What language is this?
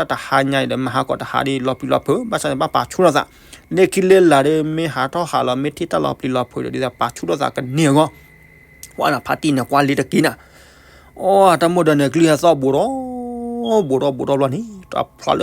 S'gaw Karen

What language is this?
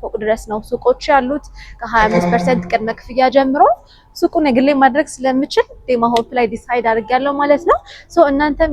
Amharic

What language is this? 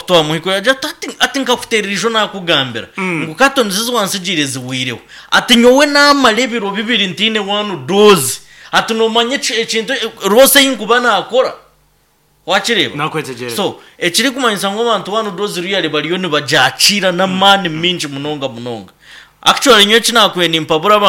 Nyankole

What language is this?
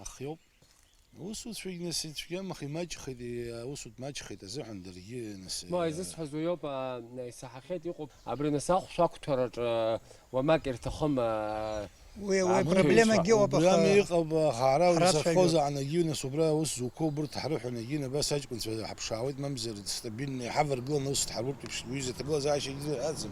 Abkhazian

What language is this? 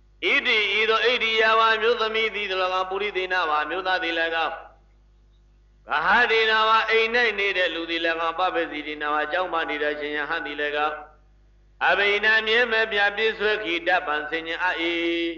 Burmese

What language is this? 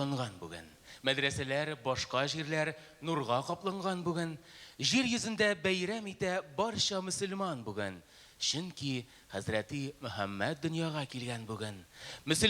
Tatar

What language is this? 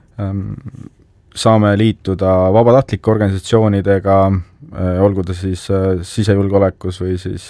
Estonian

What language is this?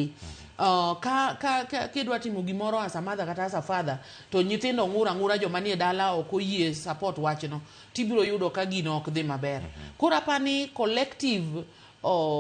Luo (Kenya and Tanzania)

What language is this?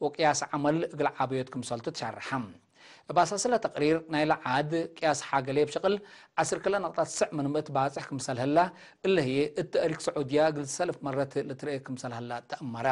Tigre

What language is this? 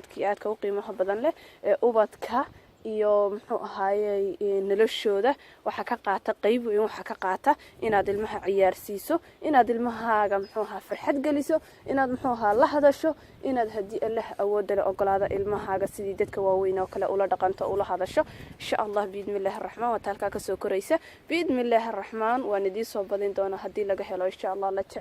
Somali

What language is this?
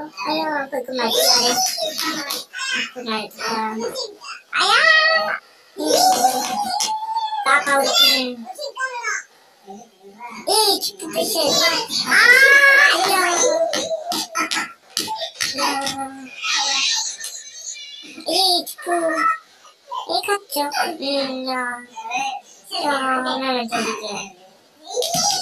Korean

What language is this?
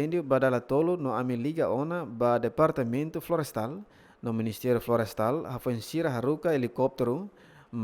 Tetum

